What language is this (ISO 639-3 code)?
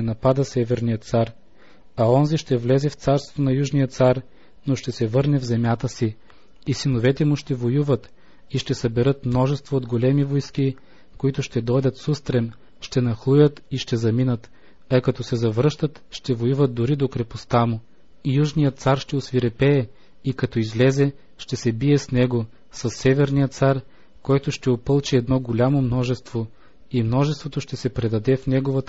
bul